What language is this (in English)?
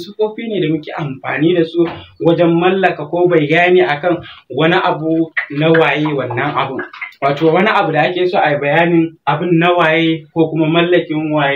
Hausa